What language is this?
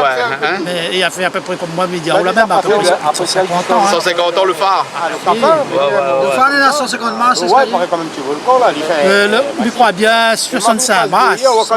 Réunion Creole French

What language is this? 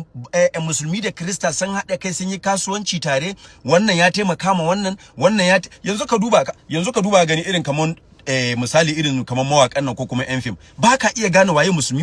Hausa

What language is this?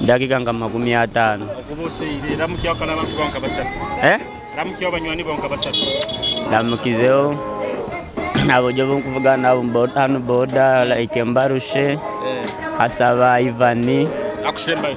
Nyoro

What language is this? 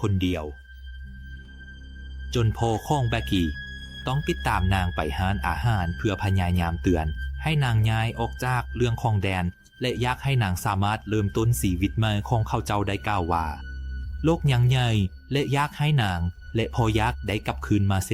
Lao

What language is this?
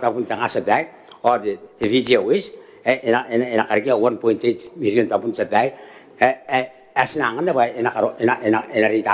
Gilbertese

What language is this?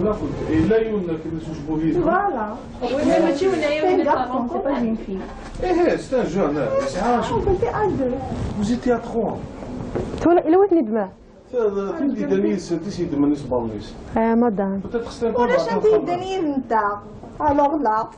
Kabyle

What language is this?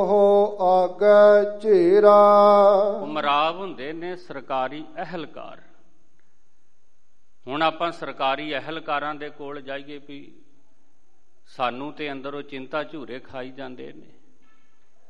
Punjabi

